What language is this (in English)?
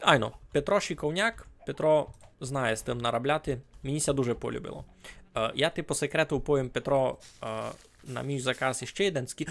Rusyn